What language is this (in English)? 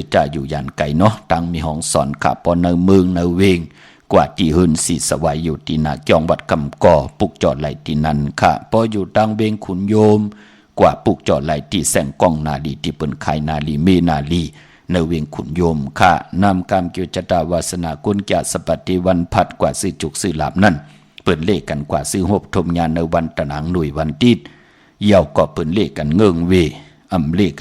Shan